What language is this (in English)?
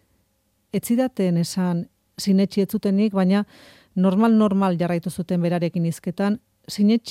Basque